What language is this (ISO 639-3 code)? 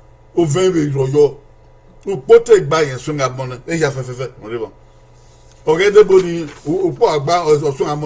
bin